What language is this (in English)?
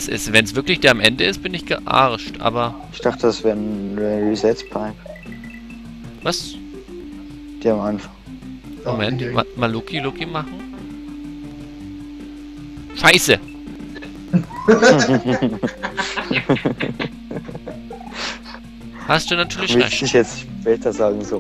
German